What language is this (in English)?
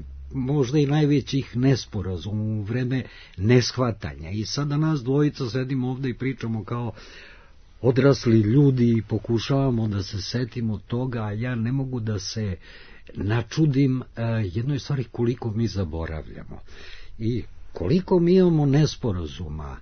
Serbian